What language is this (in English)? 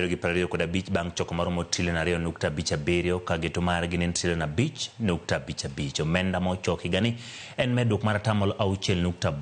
Luo (Kenya and Tanzania)